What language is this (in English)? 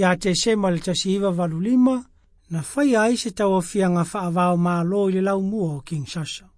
Samoan